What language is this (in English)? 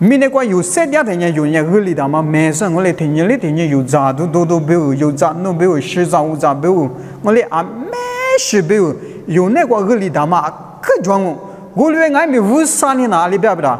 Lisu